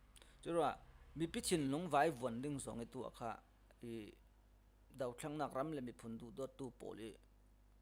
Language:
Falam Chin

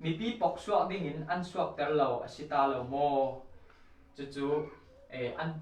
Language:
Falam Chin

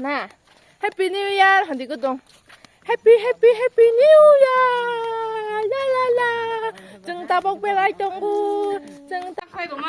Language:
Kok Borok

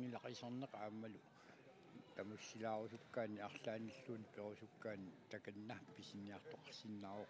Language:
Kalaallisut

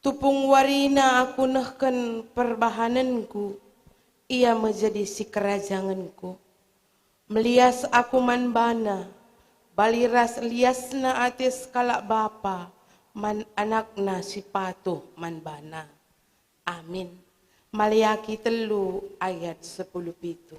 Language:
Batak Karo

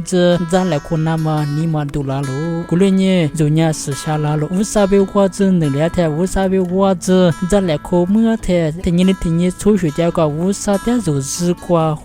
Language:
Lisu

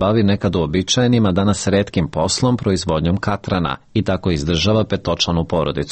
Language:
Serbian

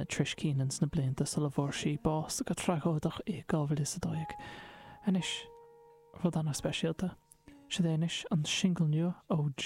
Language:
Irish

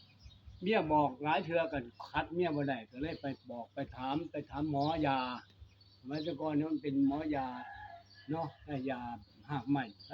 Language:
Northeastern Thai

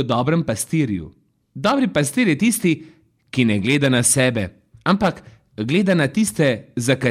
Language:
Slovenian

